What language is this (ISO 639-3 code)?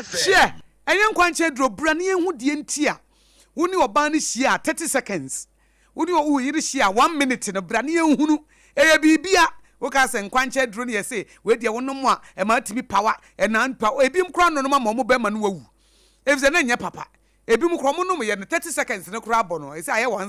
aka